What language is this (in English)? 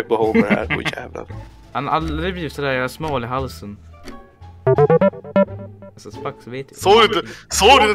Swedish